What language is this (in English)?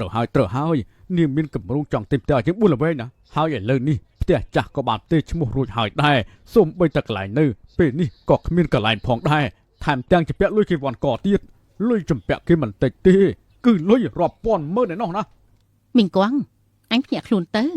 Khmer